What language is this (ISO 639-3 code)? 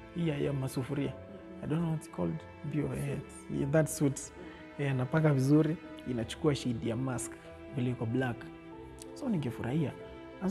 swa